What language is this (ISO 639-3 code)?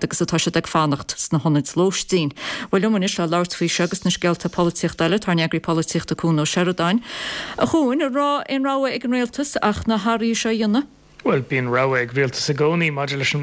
gle